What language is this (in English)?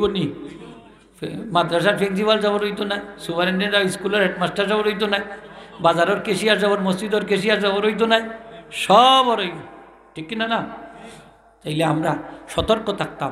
Sylheti